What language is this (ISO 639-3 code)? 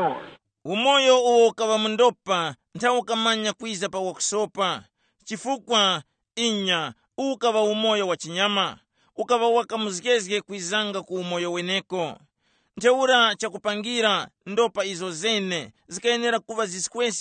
tum